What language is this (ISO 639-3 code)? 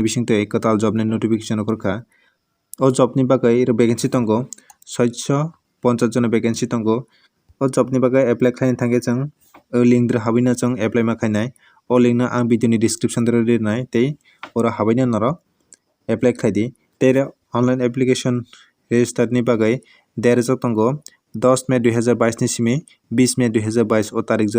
trp